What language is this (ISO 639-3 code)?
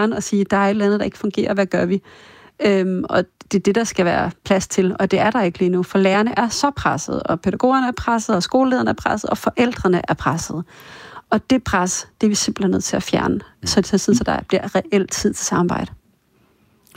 dan